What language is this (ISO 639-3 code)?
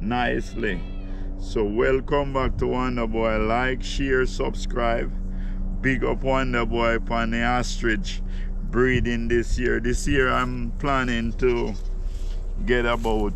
jam